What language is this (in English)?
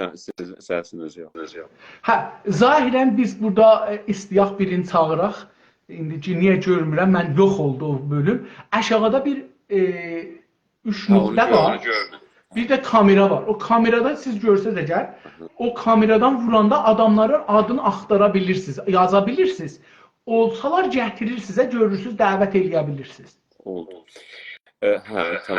South Azerbaijani